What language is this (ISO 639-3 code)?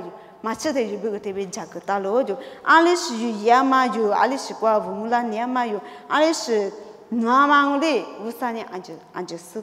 lis